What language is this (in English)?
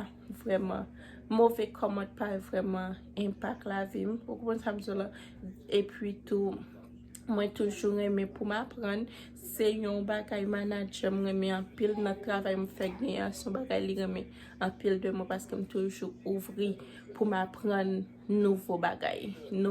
Haitian Creole